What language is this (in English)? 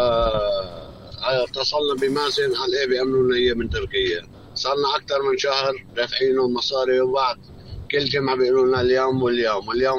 North Levantine Arabic